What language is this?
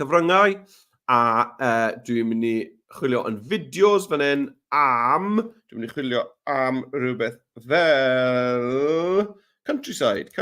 Welsh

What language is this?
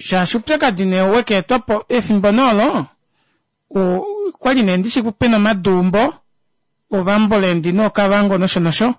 Kuanyama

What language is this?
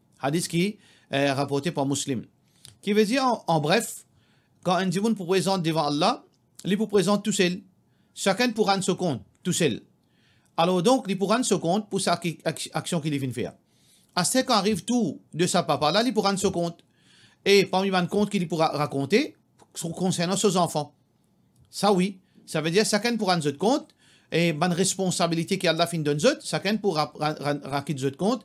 Morisyen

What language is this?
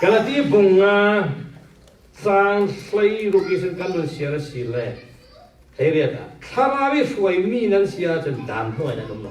Falam Chin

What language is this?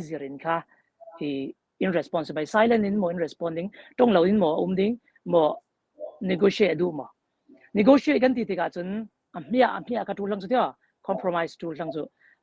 Falam Chin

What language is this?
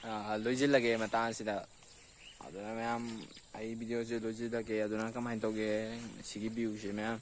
Manipuri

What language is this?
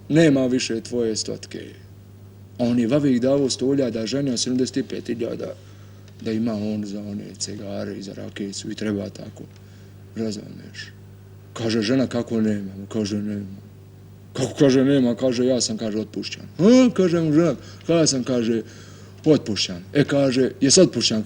Bosnian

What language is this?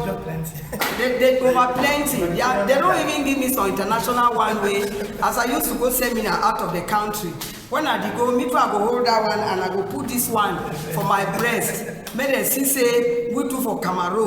Cameroon Pidgin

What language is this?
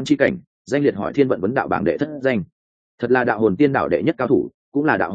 Vietnamese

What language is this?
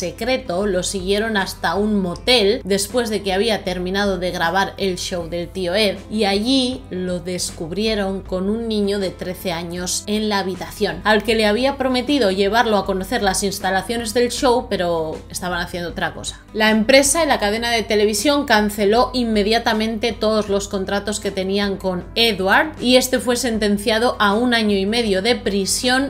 Spanish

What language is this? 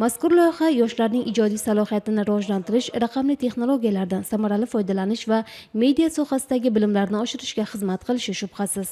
Uzbek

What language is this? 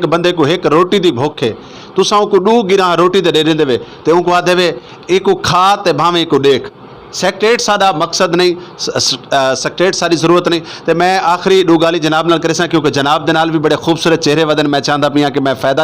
Saraiki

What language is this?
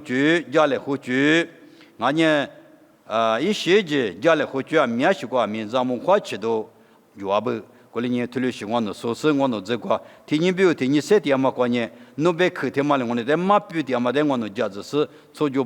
Lisu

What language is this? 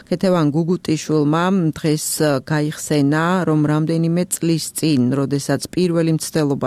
Georgian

